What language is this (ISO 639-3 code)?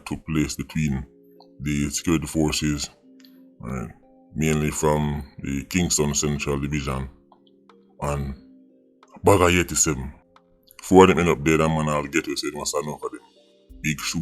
jam